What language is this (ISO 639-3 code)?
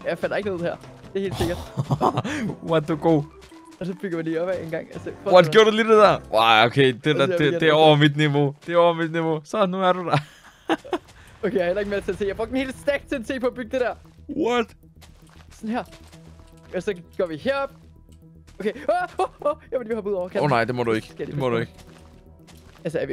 dan